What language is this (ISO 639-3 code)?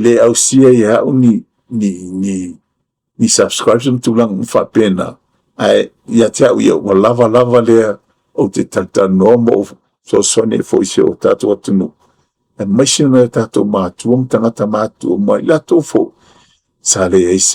smo